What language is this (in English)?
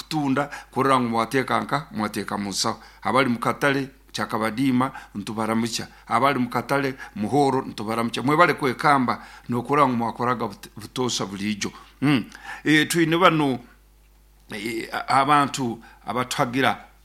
Nyoro